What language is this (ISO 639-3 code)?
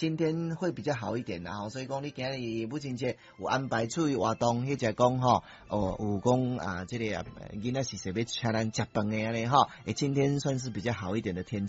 nan